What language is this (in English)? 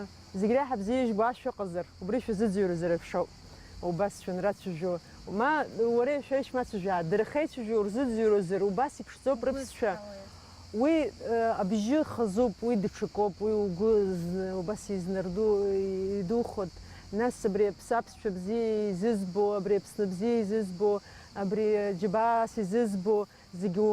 Abkhazian